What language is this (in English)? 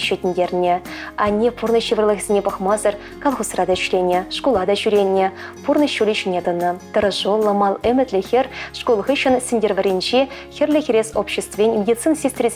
Chuvash